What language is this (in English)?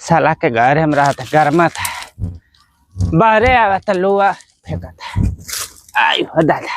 Bhojpuri